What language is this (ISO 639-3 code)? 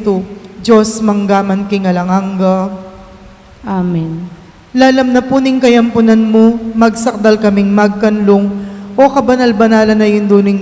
pam